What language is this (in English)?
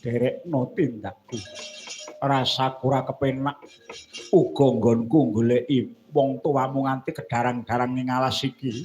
Javanese